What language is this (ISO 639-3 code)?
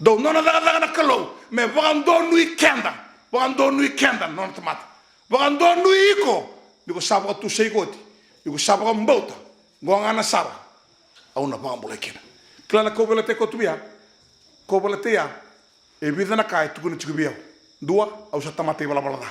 fij